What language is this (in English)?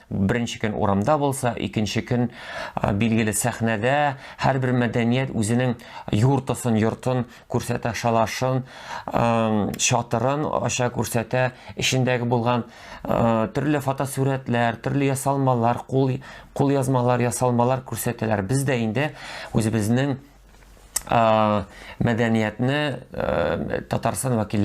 Tatar